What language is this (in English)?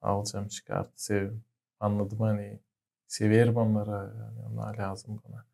Gagauz